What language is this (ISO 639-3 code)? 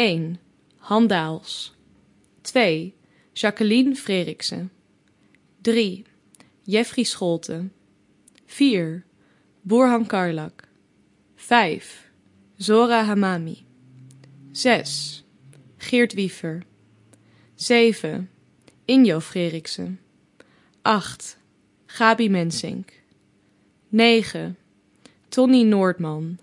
est